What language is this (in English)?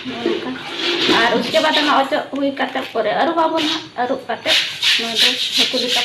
Santali